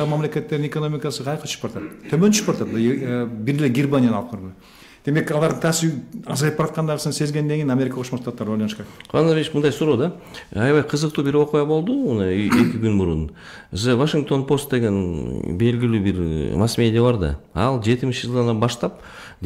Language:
Kyrgyz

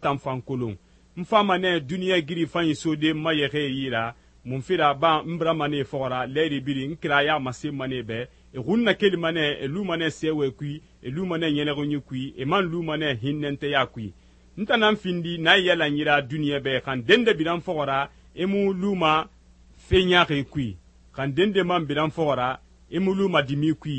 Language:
Susu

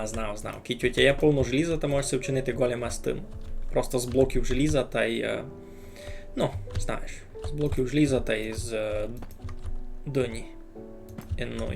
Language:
Rusyn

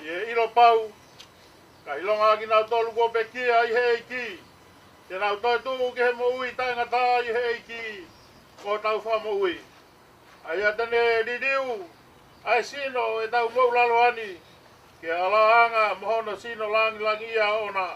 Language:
Tongan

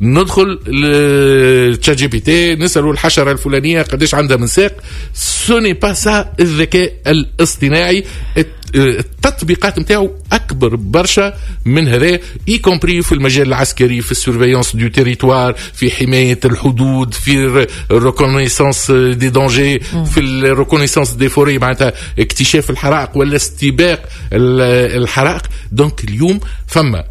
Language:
Tunisian Arabic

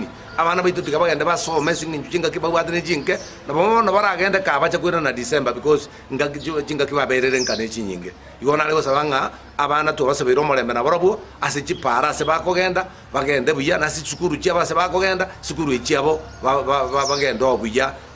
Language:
Gusii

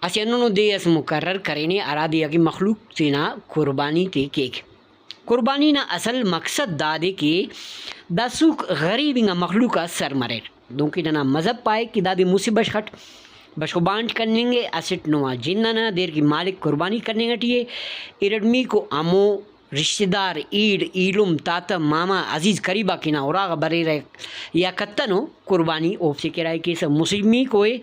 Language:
Brahui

